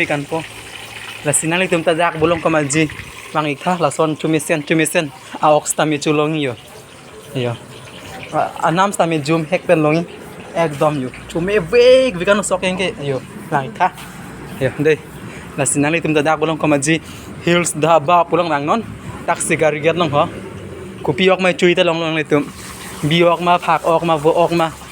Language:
Karbi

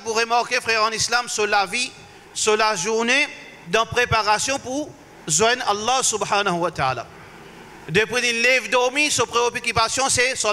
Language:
Morisyen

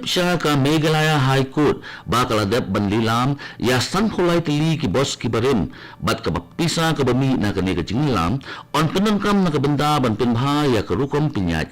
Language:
Khasi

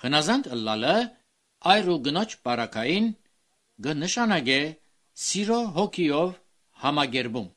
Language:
Armenian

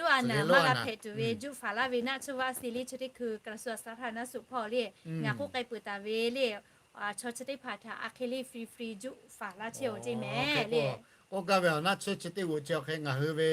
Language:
Lahu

